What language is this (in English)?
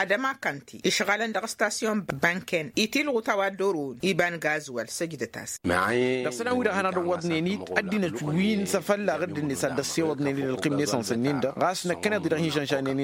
Tamasheq